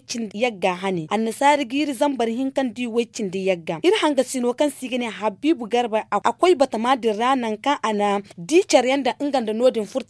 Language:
Zarma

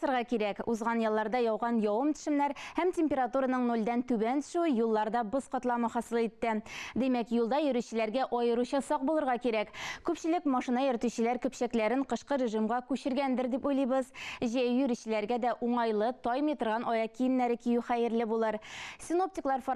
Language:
Tatar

